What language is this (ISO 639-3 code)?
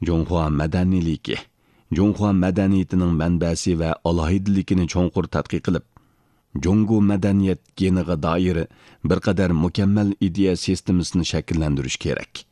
uig